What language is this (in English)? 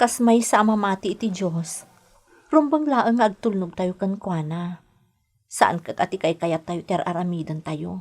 Iloko